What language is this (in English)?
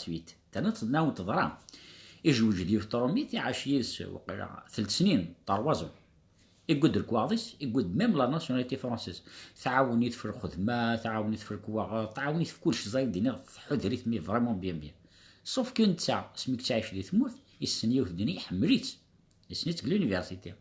Kabyle